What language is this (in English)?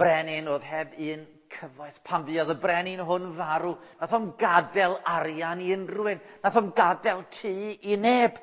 Welsh